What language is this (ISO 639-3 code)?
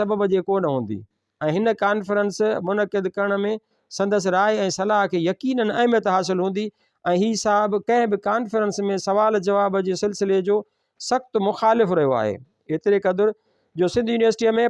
snd